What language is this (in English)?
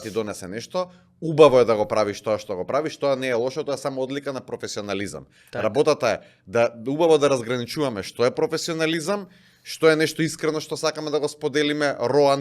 Macedonian